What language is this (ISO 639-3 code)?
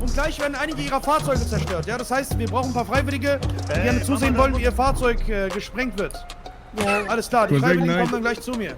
gsw